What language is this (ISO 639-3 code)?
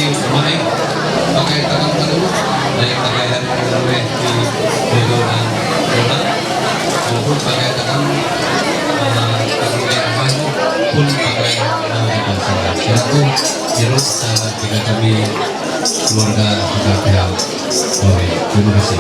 mhy